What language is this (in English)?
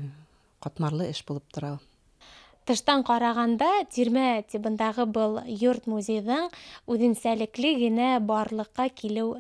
Bashkir